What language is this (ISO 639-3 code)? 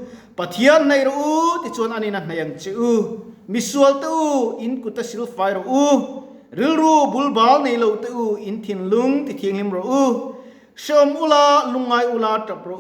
lus